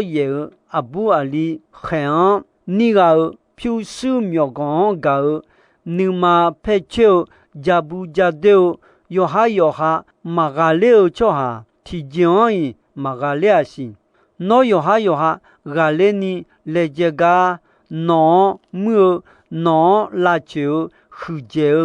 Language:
Akha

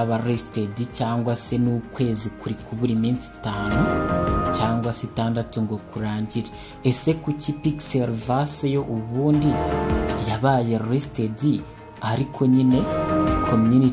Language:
Kinyarwanda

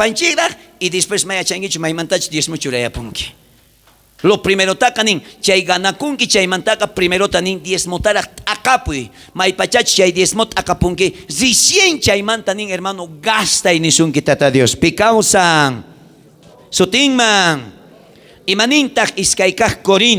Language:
South Bolivian Quechua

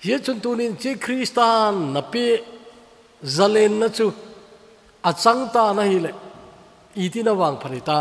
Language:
Thado Chin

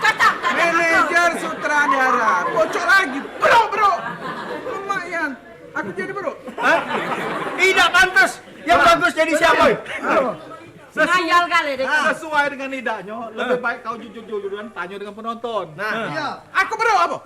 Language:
Musi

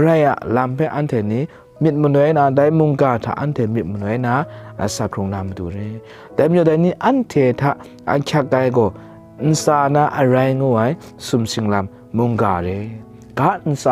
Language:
Kachin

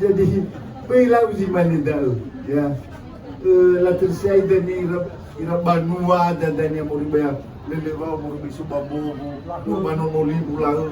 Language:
Nias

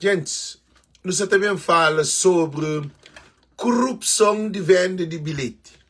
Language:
Kabuverdianu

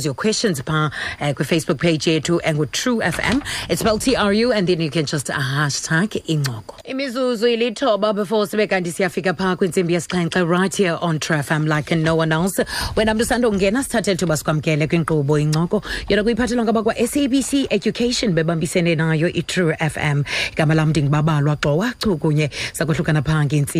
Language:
Xhosa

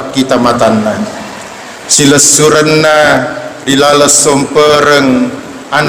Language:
Buginese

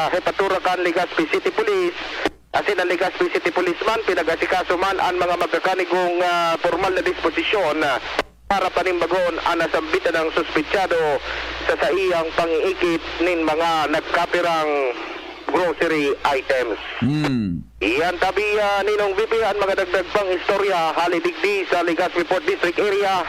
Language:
Bikol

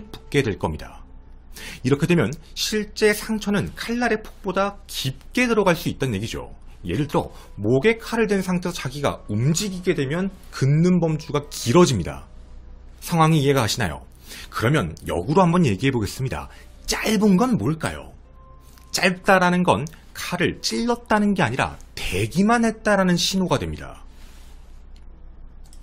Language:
Korean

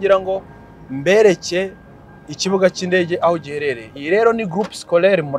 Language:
Kinyarwanda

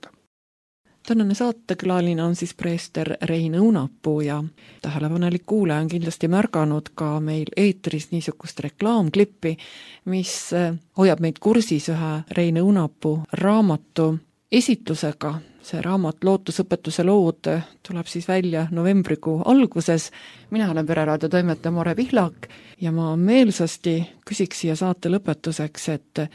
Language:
Estonian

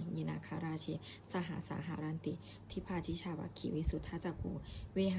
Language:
Pali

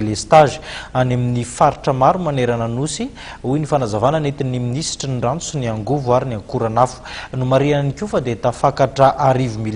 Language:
Malagasy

